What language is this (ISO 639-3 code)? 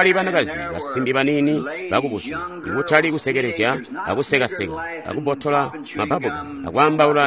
toi